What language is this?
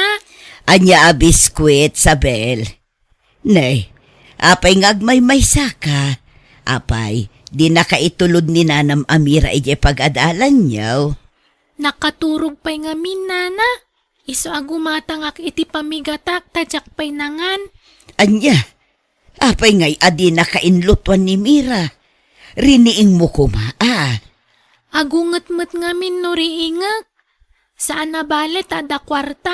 Iloko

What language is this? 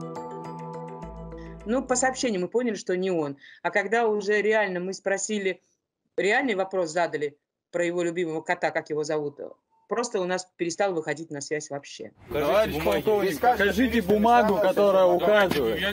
Russian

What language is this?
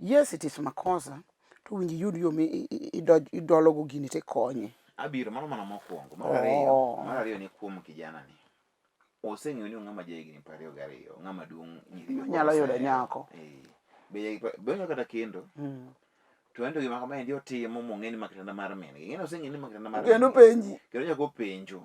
Luo (Kenya and Tanzania)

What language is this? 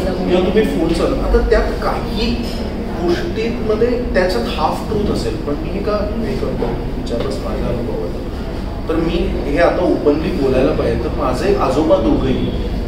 Marathi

